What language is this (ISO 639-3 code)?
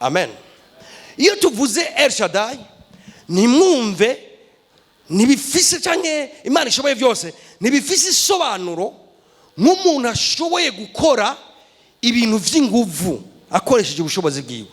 run